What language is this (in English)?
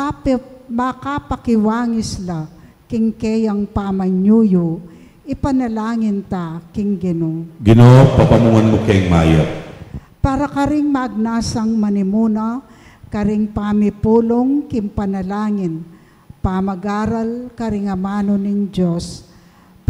Pampanga